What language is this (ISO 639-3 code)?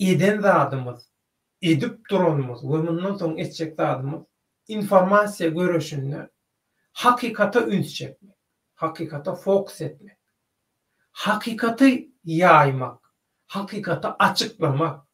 tuk